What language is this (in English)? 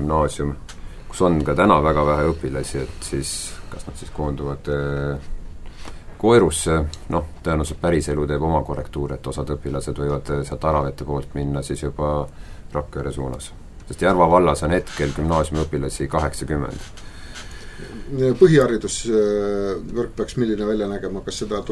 Estonian